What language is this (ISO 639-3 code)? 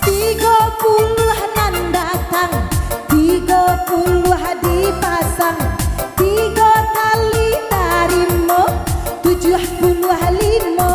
min